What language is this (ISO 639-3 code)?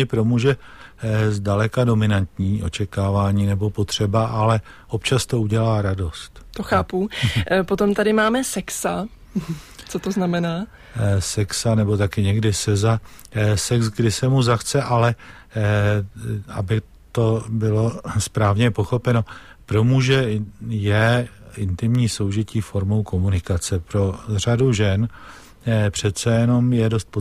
ces